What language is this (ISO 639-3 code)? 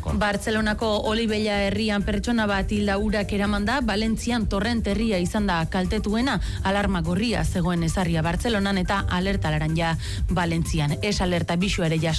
eus